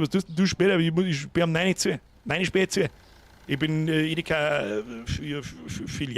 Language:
Bavarian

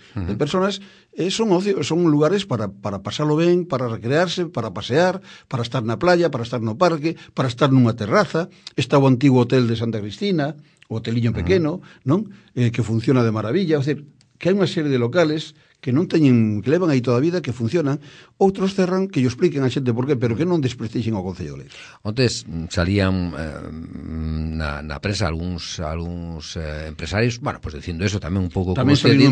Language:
Galician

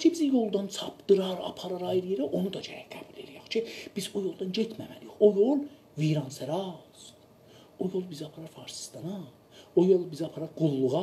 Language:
South Azerbaijani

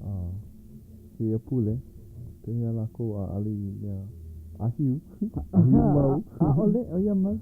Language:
Hawaiian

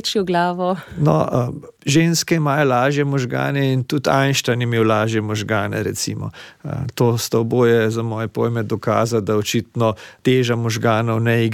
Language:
Slovenian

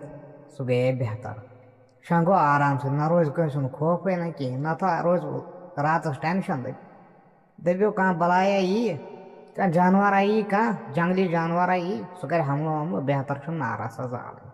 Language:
Kashmiri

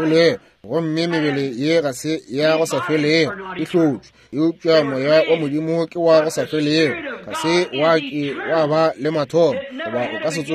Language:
Northern Sotho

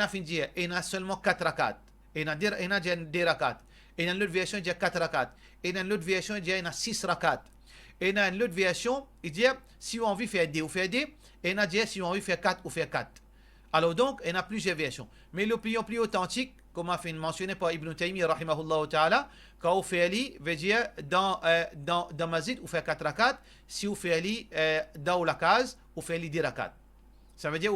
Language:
Morisyen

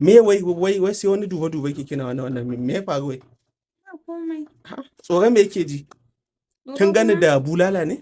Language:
Hausa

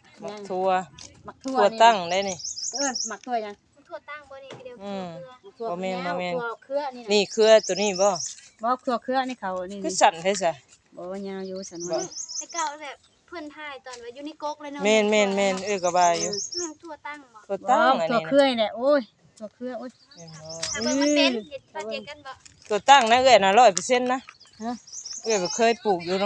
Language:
Northeastern Thai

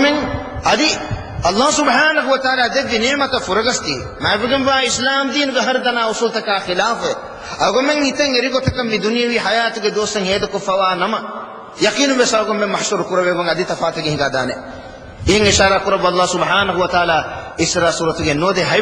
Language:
Divehi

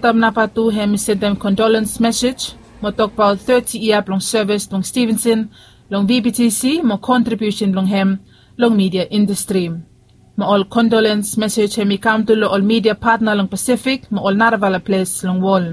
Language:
Bislama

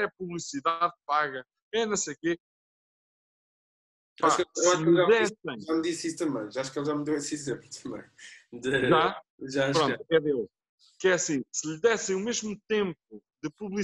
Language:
Portuguese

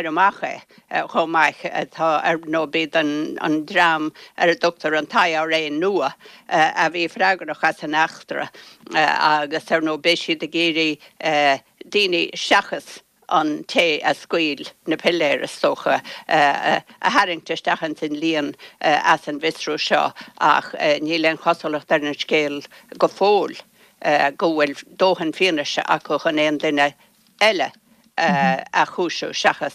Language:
Irish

